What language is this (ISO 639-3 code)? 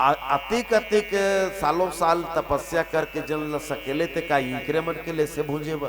hne